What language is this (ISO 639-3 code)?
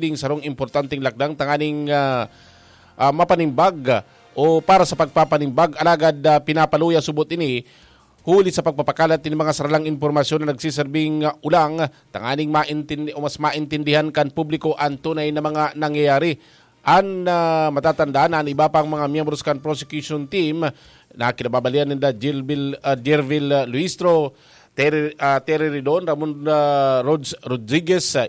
bik